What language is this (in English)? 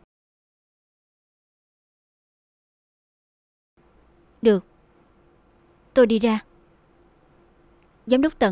Vietnamese